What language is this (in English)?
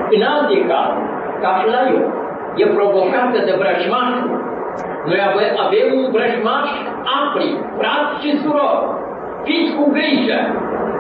Romanian